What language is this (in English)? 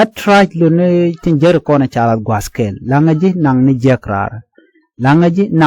Nuer